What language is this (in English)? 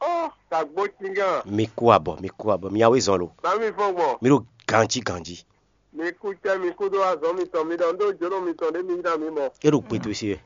Fon